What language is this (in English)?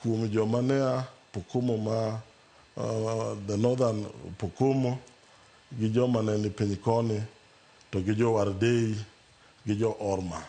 Luo (Kenya and Tanzania)